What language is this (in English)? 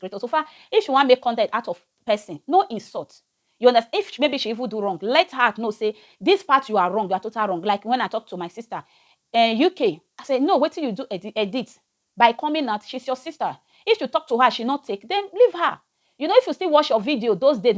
Nigerian Pidgin